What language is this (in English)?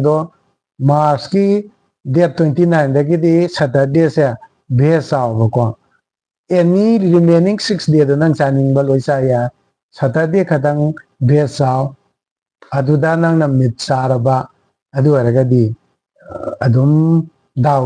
Manipuri